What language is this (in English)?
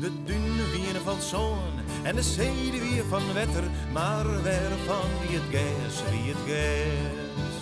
Western Frisian